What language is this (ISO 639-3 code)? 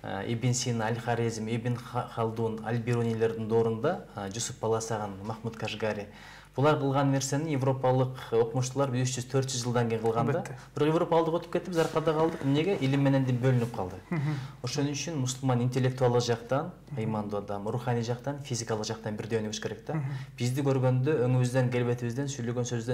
kir